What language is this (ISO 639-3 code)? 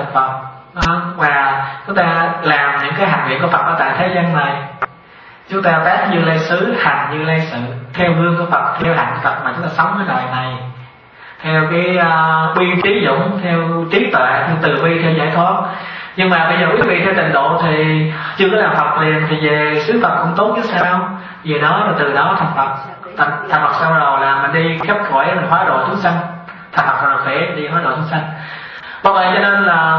vie